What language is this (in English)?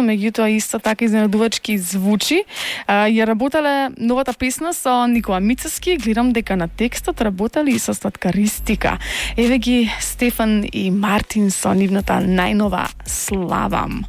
Macedonian